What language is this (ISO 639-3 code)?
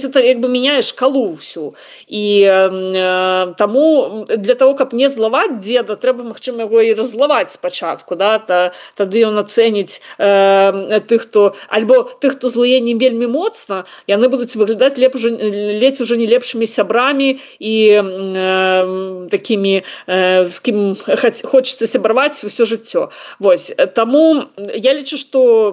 bel